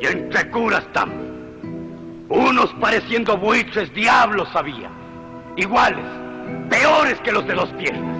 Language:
Chimborazo Highland Quichua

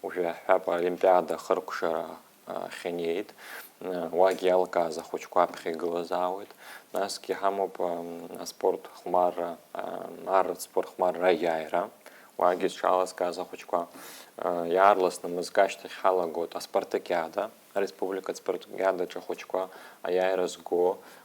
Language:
Abkhazian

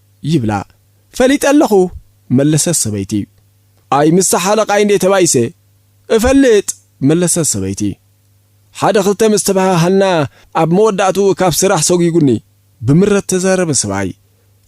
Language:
Tigrinya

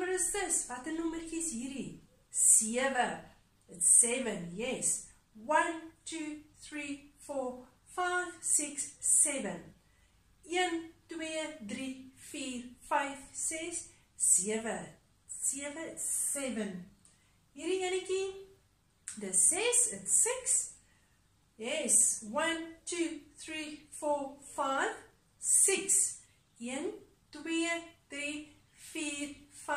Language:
Afrikaans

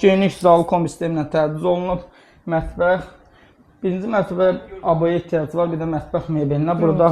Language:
Azerbaijani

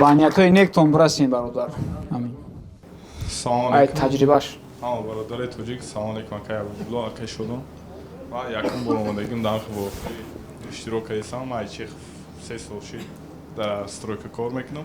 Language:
Tajik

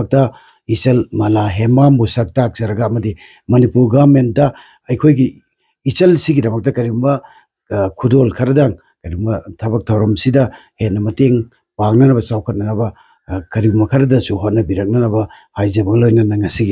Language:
Manipuri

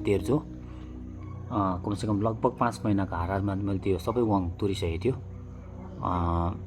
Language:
Nepali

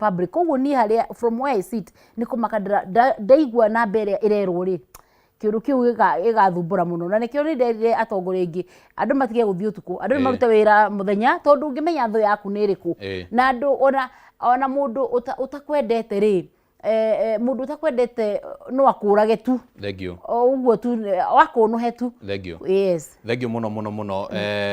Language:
Kikuyu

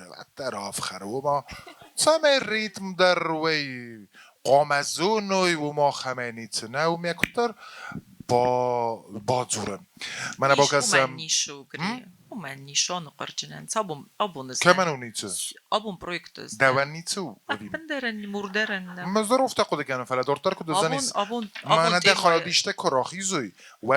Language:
Ossetic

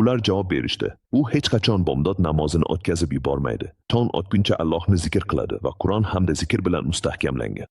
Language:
Uzbek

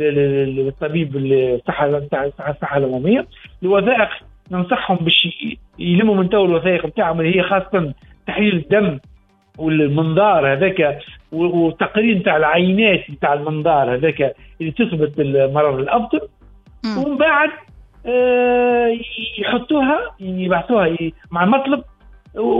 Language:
Tunisian Arabic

